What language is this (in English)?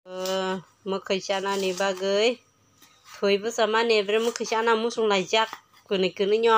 Kok Borok